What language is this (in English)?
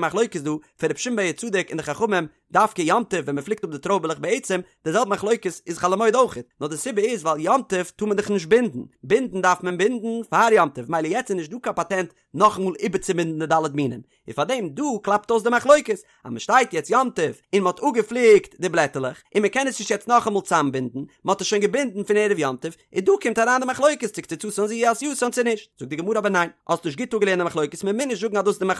Yiddish